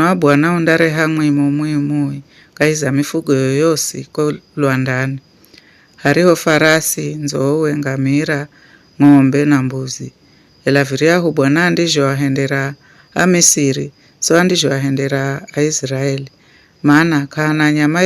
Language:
Giryama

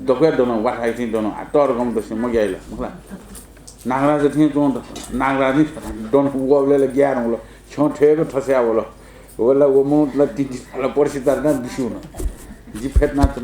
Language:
Newari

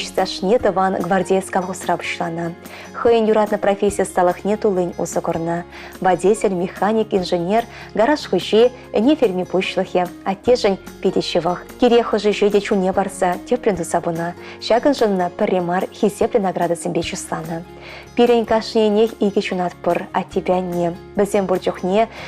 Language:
Chuvash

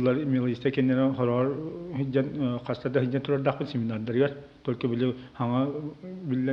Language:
Yakut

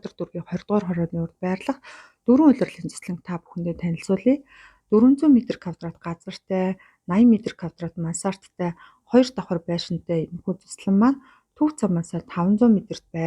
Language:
Mongolian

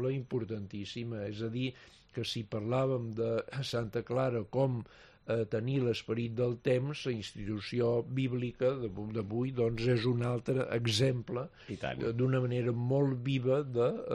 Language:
Catalan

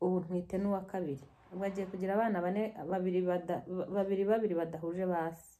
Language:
Kinyarwanda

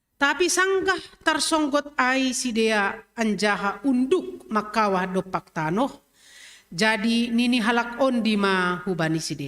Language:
Batak Simalungun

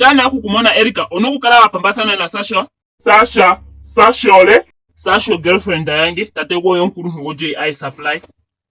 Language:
Ndonga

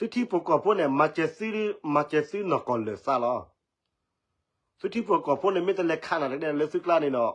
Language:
S'gaw Karen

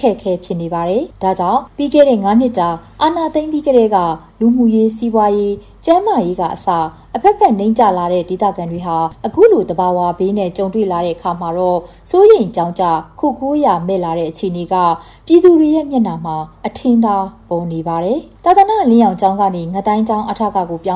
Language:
Burmese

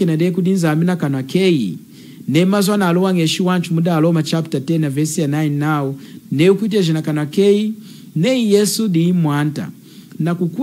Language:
Lunda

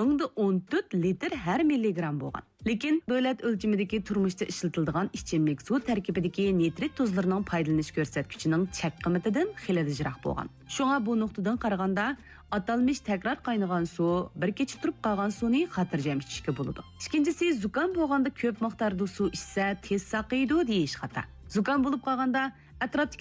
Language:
Uyghur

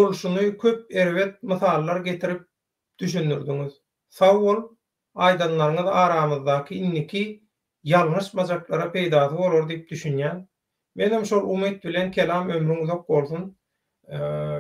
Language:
Turkmen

